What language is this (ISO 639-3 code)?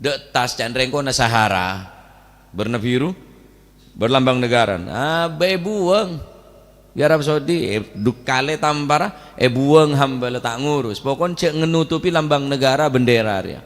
mad